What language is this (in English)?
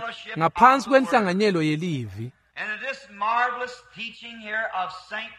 Swati